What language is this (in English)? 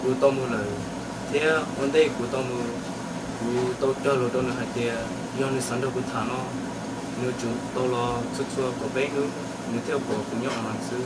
Hmong